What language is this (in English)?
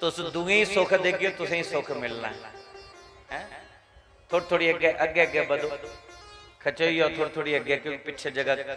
Dogri